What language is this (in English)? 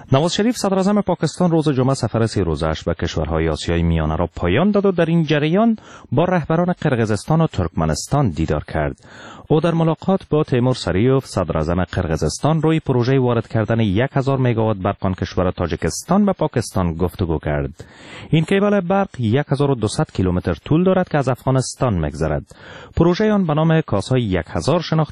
Persian